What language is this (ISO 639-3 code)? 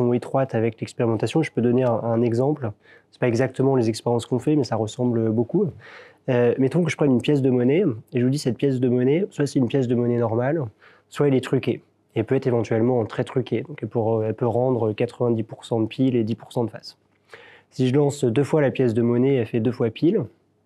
fra